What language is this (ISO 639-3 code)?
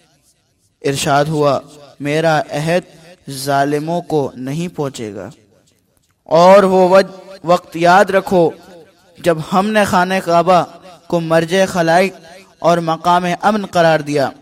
urd